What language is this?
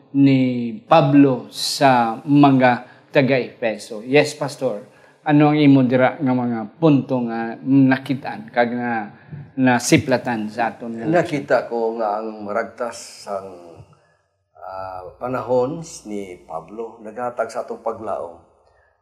Hiligaynon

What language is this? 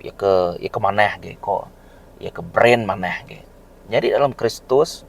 Iban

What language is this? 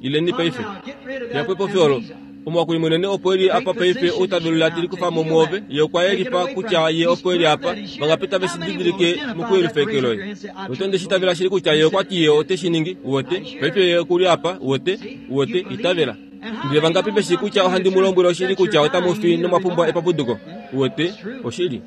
Kuanyama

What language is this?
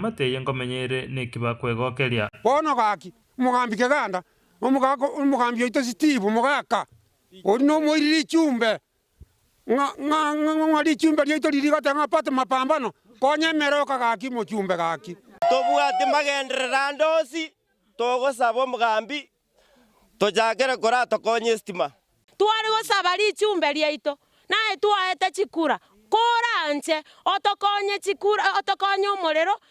Gusii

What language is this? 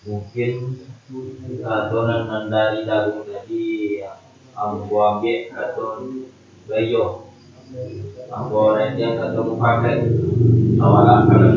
Minangkabau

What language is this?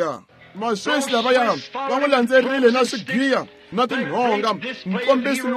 Tsonga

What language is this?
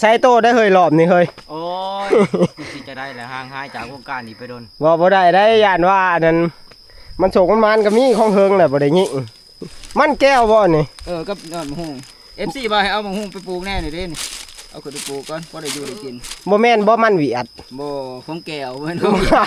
Northeastern Thai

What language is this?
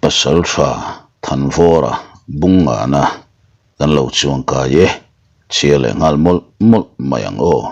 Mizo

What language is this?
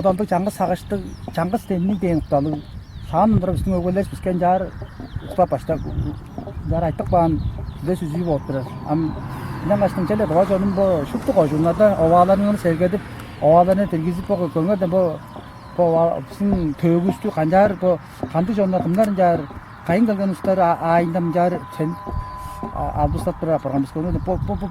Tuvinian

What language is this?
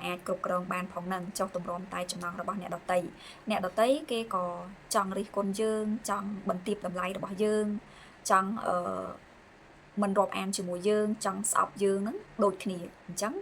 Khmer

